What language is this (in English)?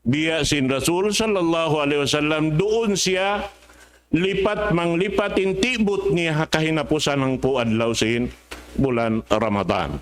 Tausug